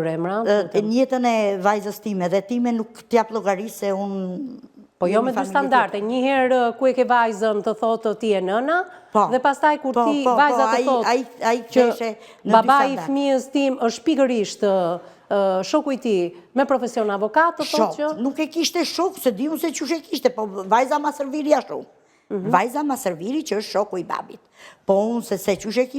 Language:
Albanian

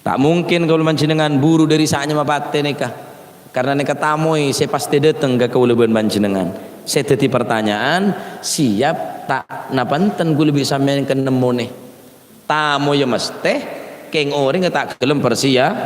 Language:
Madurese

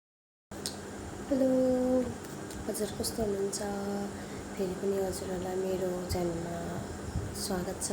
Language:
Nepali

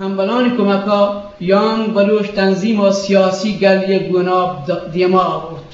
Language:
Eastern Balochi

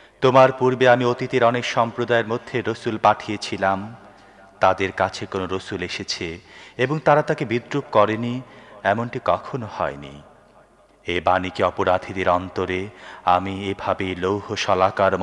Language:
Bangla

